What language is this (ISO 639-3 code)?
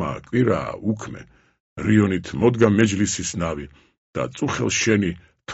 kat